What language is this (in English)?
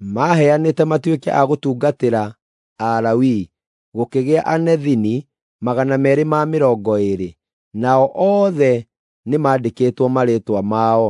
Kikuyu